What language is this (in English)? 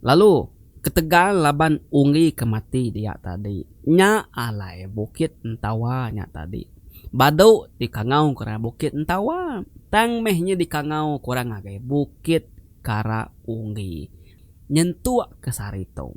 Iban